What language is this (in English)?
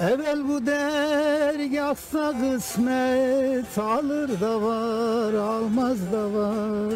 Zaza